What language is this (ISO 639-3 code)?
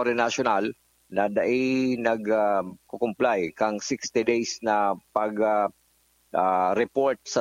bik